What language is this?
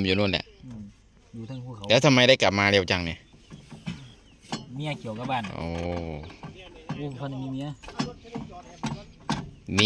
Thai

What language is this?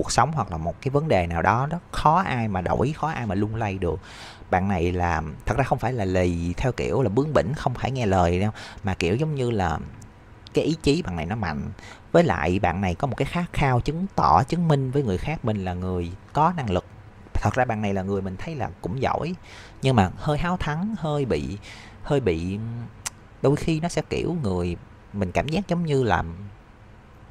Vietnamese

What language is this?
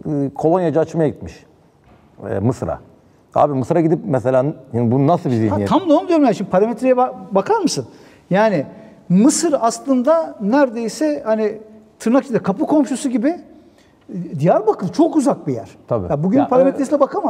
Turkish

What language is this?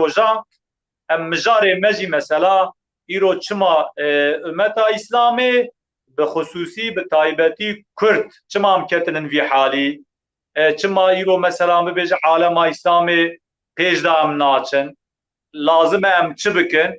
Kurdish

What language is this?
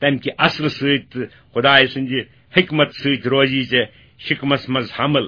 Kashmiri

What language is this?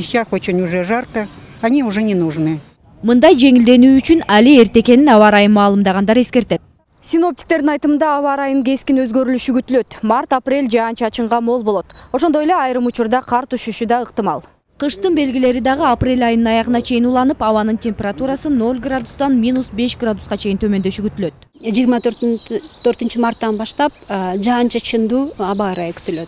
Kyrgyz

